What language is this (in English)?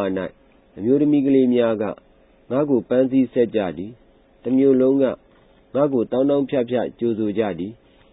Burmese